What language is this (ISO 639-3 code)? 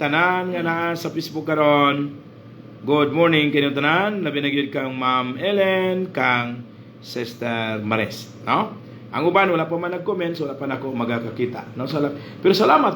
ceb